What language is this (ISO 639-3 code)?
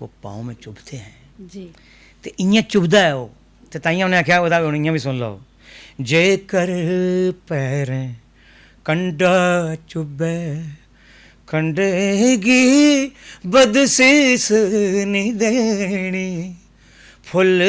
doi